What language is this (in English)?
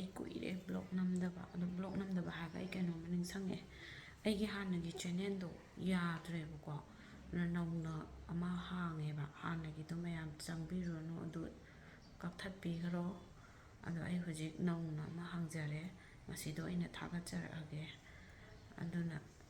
Manipuri